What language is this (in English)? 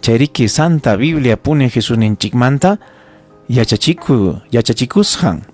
Ayacucho Quechua